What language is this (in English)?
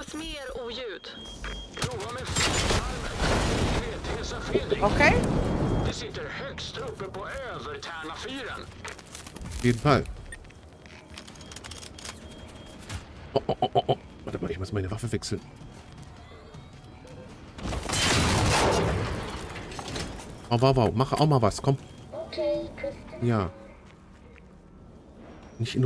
German